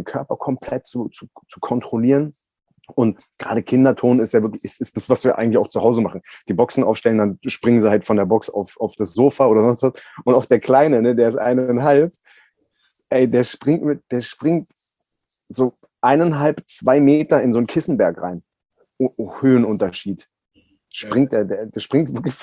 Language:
German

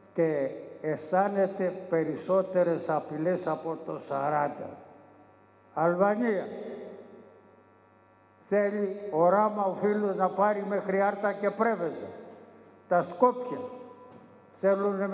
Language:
Greek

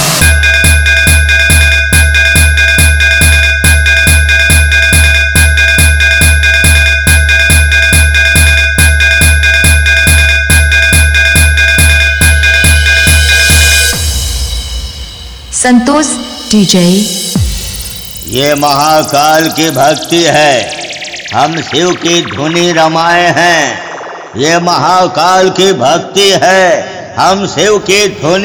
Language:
Bhojpuri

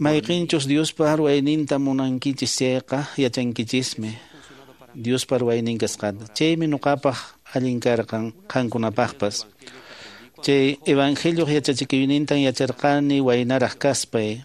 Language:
Quechua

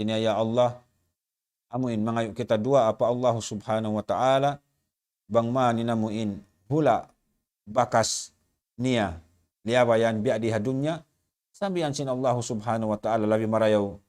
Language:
Tausug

